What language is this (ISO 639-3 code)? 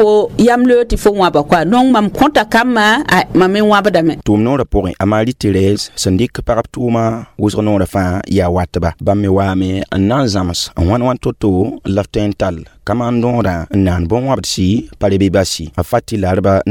mos